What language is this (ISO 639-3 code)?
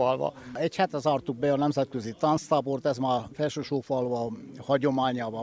hun